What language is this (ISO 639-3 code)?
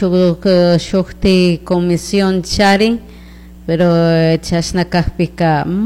qug